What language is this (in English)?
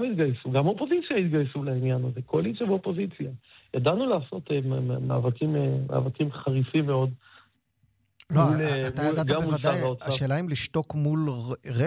Hebrew